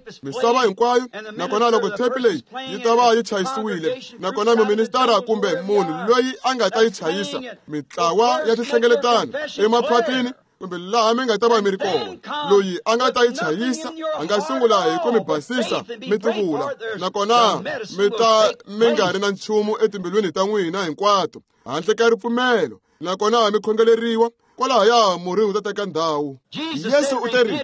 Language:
Tsonga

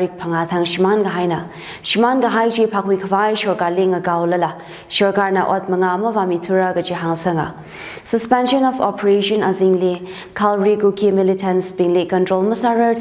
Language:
Tangkhul Naga (India)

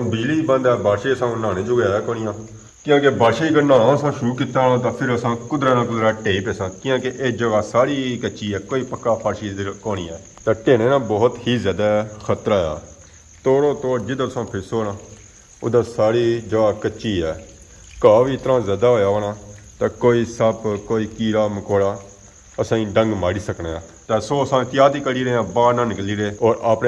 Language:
Pahari-Potwari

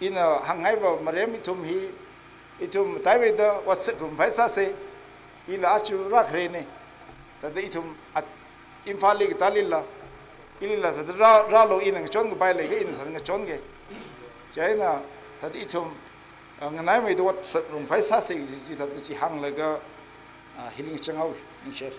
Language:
Tangkhul Naga (India)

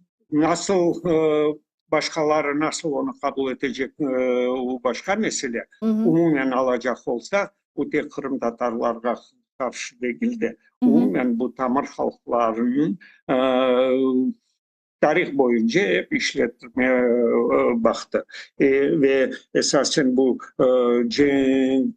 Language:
Crimean Tatar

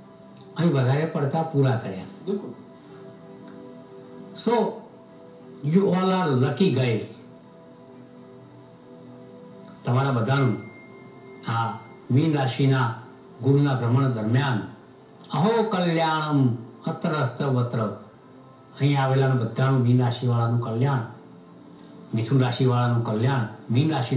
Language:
Gujarati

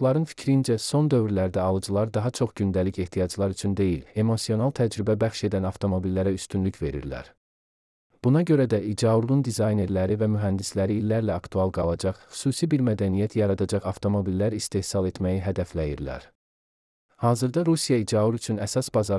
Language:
Azerbaijani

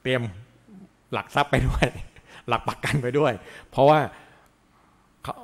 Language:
Thai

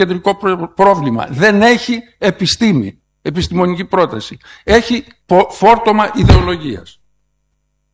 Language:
Greek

